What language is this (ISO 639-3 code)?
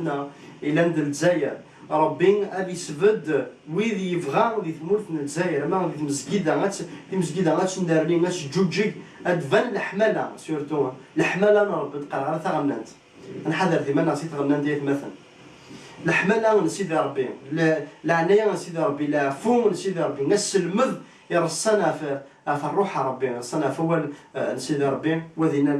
kab